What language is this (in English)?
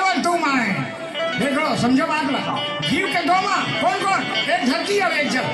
Chhattisgarhi